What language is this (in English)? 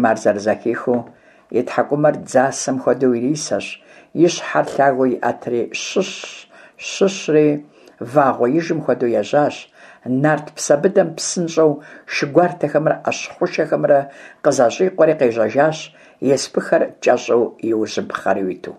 Kabardian